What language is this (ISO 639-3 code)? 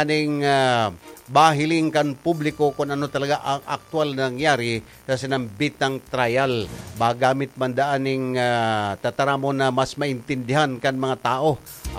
bik